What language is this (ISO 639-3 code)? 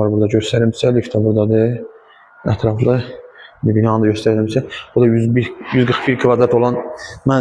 aze